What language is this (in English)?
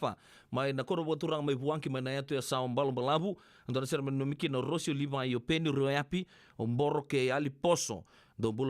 Fijian